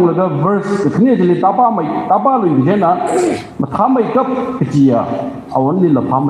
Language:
Tangkhul Naga (India)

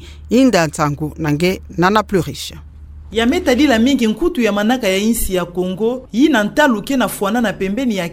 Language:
Kituba (Democratic Republic of Congo)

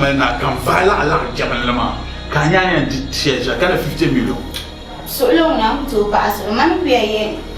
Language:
Dagbani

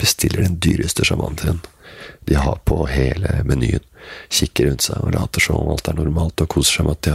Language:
Norwegian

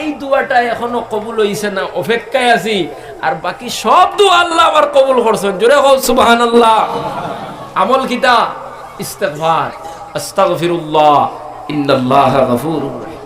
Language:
Sylheti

